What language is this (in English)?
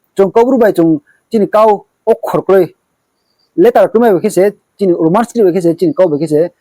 Riang (India)